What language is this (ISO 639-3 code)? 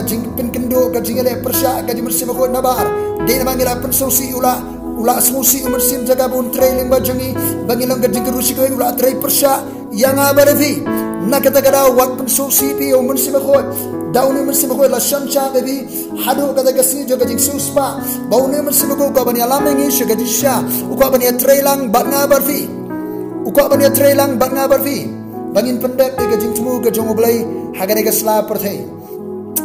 kha